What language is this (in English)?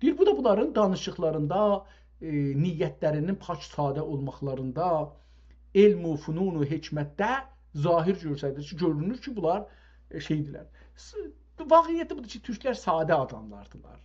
South Azerbaijani